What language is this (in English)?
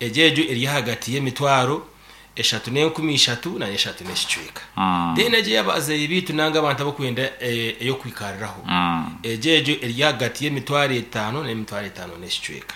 Nyankole